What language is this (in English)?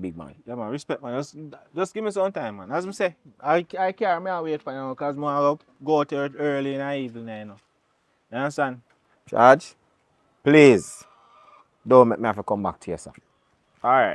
Jamaican Creole English